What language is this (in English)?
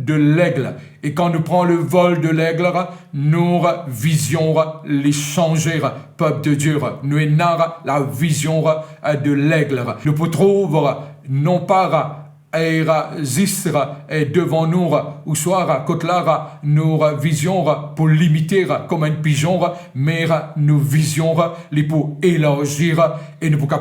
Morisyen